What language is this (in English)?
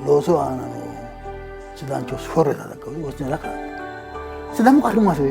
Sidamo